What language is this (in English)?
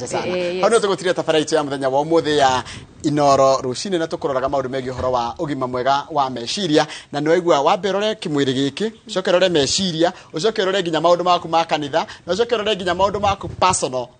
Kikuyu